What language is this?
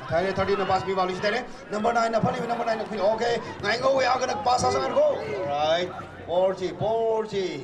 Tangkhul Naga (India)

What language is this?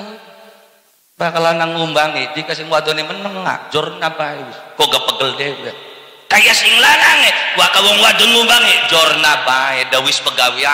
Javanese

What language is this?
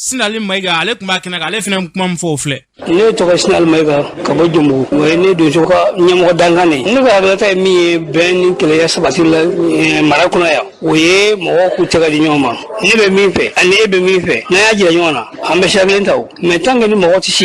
Bambara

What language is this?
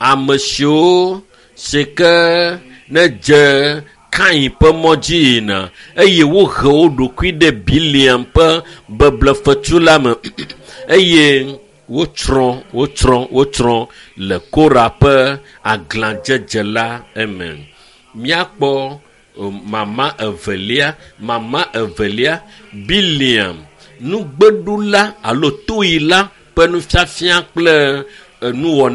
Ewe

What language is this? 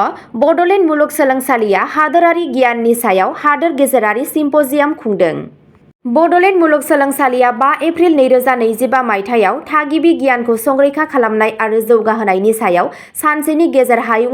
Bodo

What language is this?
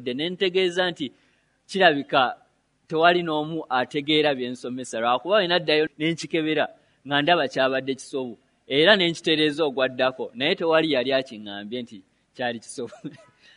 Ganda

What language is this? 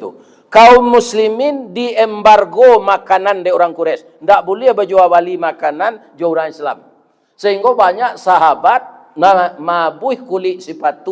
Minangkabau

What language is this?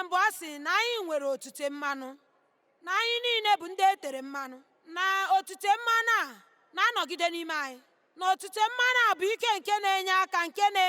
Igbo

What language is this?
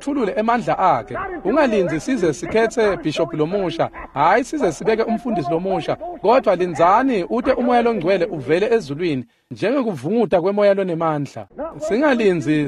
Swati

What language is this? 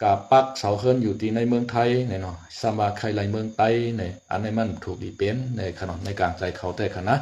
Shan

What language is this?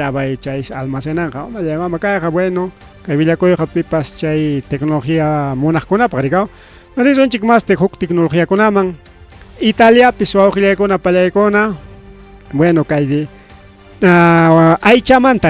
Ayacucho Quechua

